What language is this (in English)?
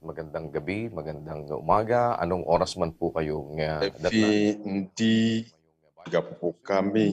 Ewe